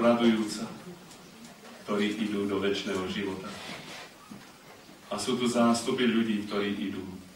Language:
Slovak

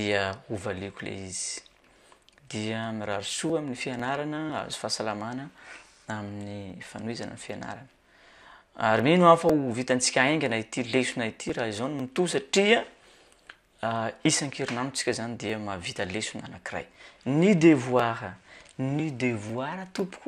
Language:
Malagasy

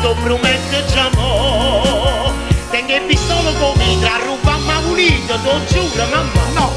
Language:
Neapolitan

